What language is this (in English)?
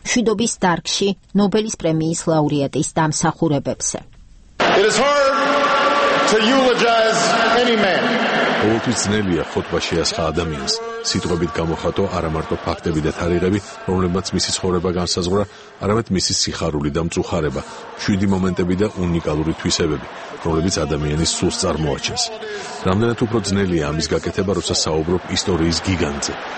Georgian